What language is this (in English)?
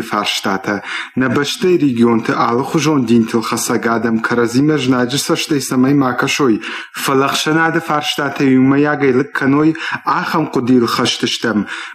Ossetic